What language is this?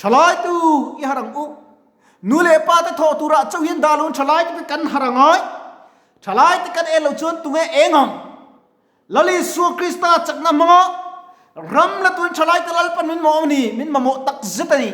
Mizo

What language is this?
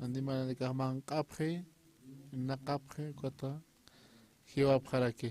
Aymara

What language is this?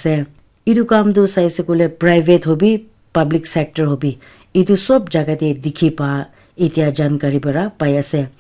Naga Pidgin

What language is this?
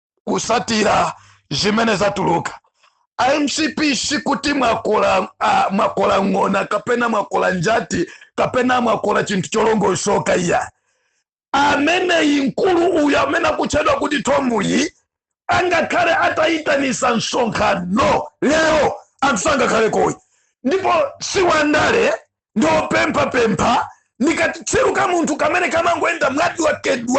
Nyanja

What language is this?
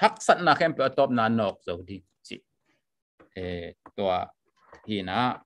Tedim Chin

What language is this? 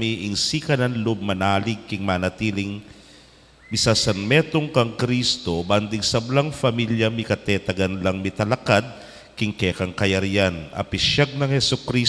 Pampanga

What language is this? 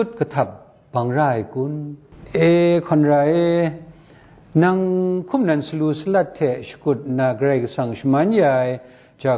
Kachin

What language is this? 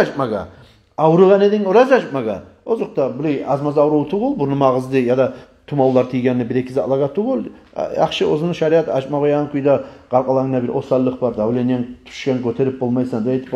Kumyk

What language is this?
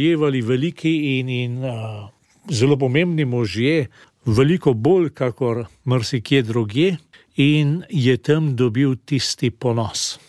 Slovenian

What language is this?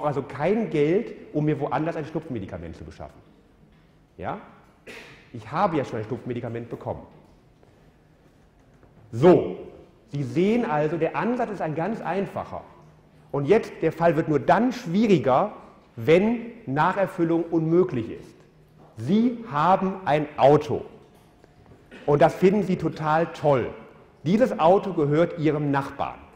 German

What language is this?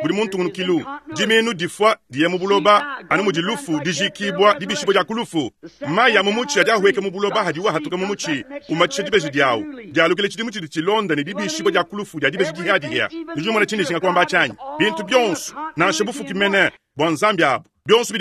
Luba-Lulua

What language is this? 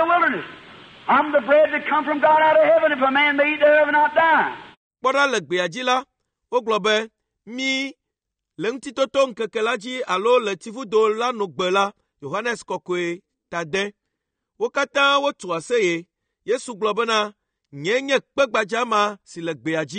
Ewe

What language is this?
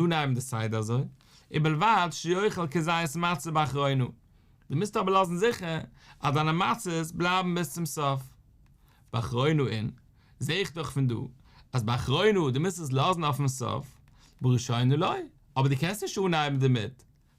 Yiddish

